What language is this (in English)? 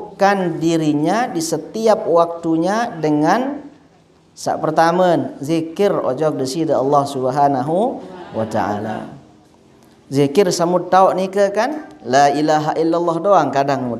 Sasak